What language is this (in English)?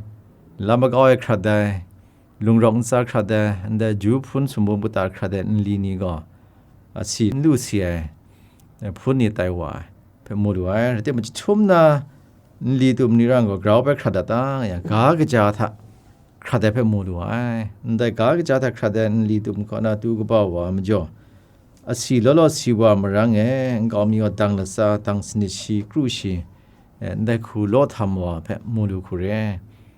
Kachin